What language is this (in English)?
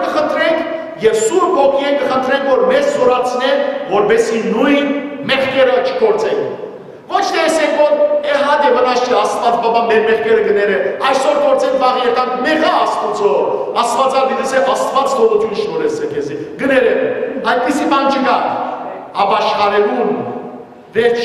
Western Armenian